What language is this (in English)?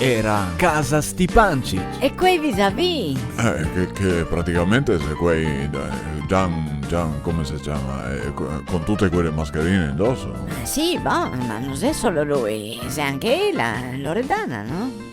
Venetian